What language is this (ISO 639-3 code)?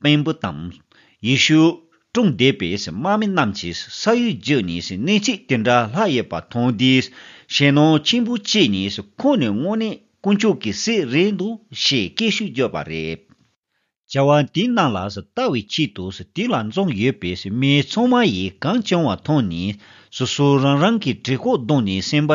bod